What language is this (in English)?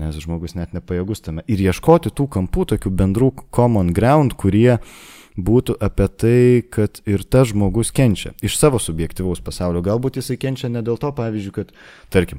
Lithuanian